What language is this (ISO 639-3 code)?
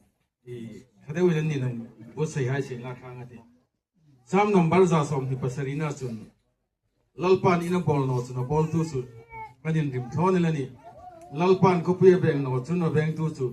hmr